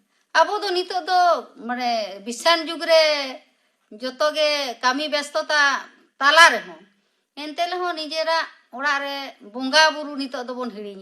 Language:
Santali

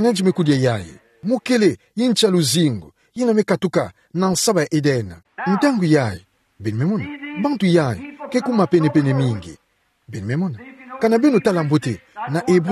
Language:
Kituba (Democratic Republic of Congo)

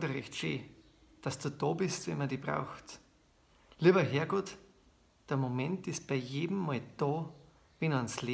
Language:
Bavarian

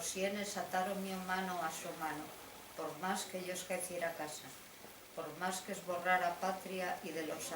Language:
Asturian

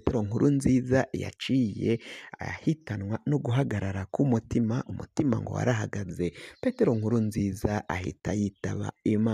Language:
Rundi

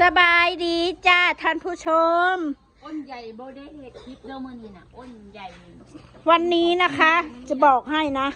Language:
Northeastern Thai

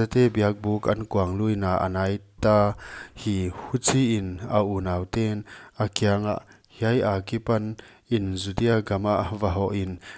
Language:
Paite Chin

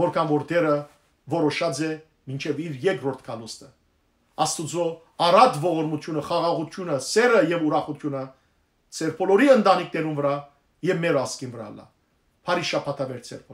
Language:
Western Armenian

